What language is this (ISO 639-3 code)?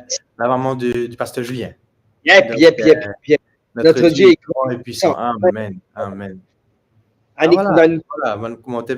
mfe